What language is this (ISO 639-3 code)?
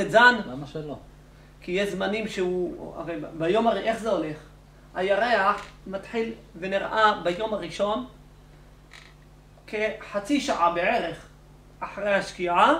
heb